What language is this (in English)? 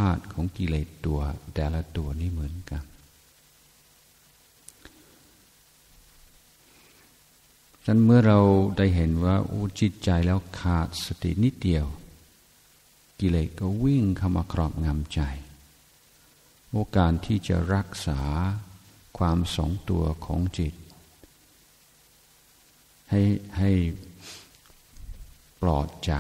Thai